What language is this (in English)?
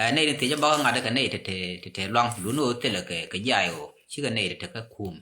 Nuer